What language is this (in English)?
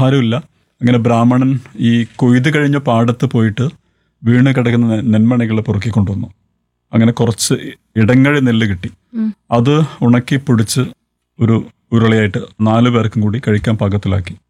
Malayalam